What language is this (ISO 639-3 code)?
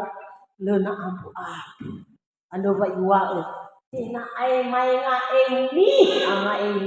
nia